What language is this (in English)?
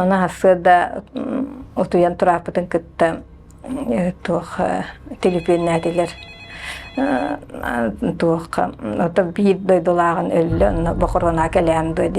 Yakut